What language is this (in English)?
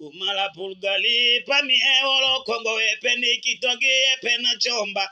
Tetela